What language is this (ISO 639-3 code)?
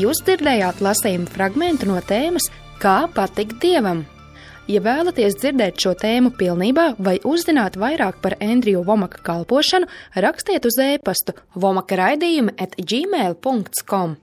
lav